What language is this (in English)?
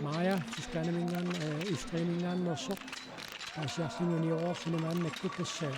Kalaallisut